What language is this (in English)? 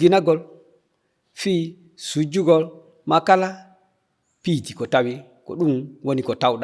Fula